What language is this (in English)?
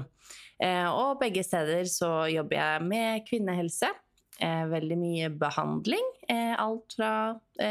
Norwegian